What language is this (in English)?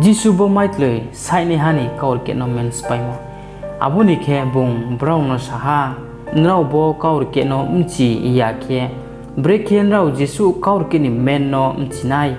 Riang (India)